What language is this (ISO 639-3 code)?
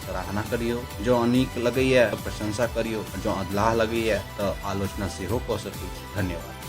mai